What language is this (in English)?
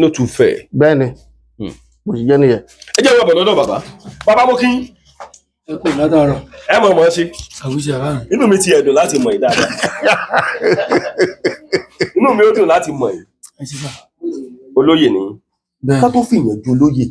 Yoruba